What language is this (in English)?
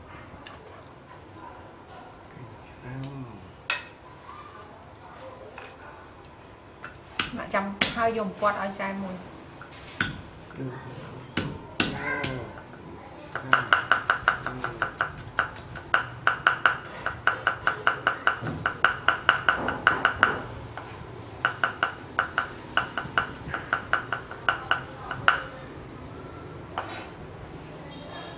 Vietnamese